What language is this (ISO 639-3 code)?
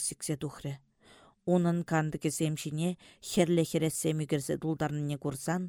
chv